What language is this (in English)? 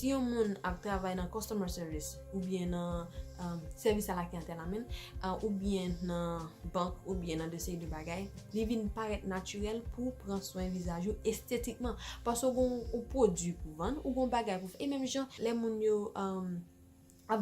Haitian Creole